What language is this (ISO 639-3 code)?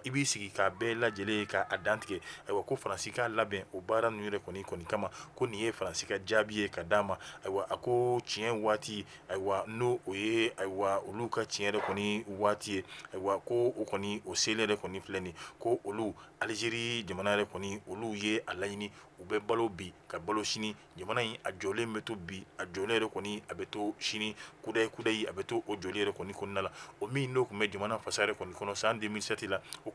bam